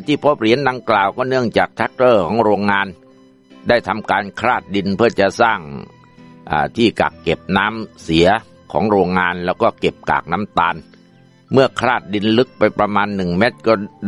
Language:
Thai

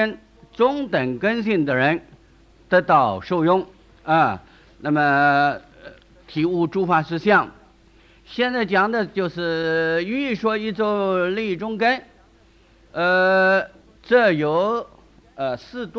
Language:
Chinese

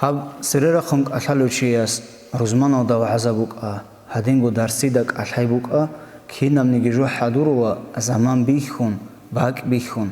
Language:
Avaric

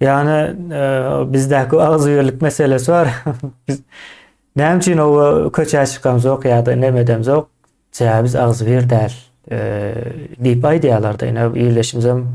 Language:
Turkmen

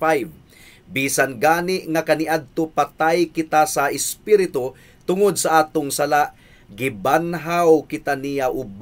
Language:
Cebuano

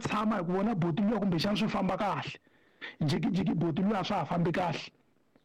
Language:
Tsonga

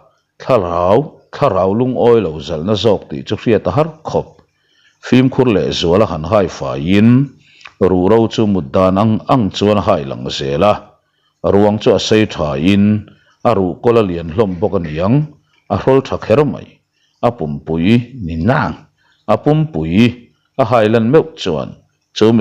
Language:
Mizo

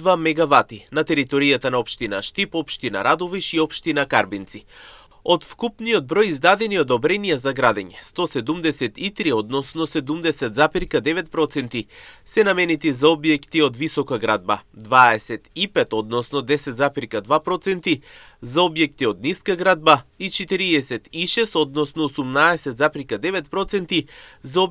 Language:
Macedonian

